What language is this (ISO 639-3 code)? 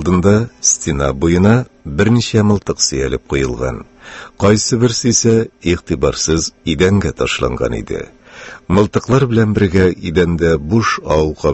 tat